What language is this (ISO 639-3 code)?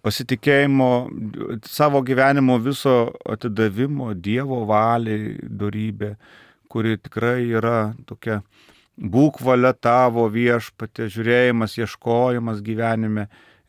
lit